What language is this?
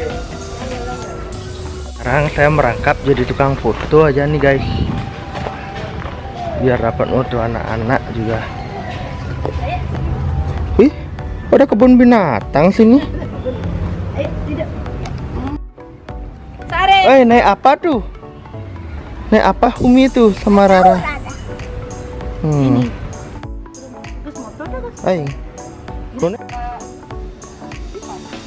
Indonesian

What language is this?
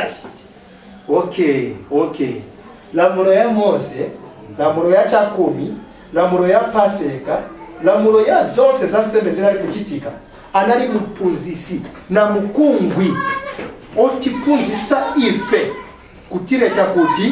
Nyanja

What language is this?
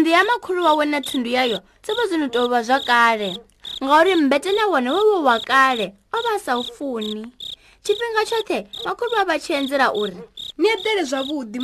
Venda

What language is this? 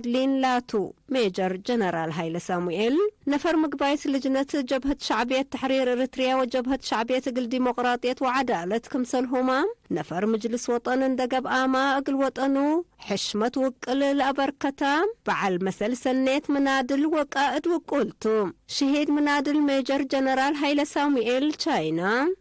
Tigre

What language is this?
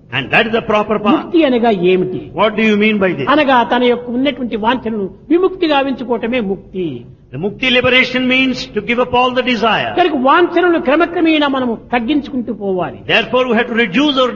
Telugu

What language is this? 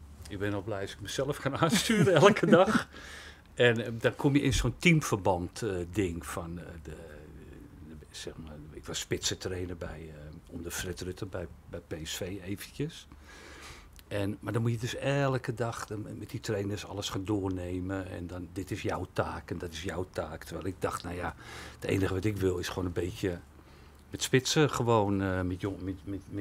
Dutch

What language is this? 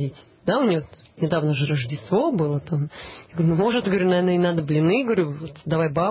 Russian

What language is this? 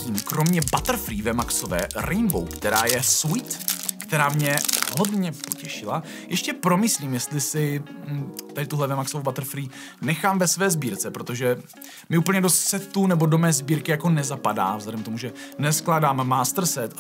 Czech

